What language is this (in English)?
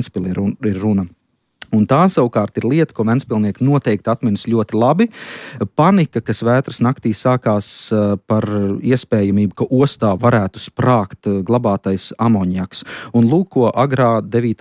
Latvian